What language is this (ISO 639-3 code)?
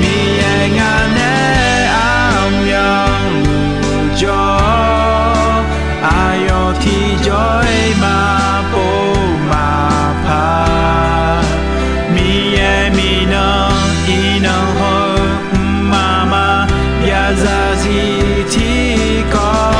ahk